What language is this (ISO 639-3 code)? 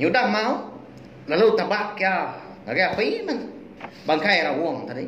iba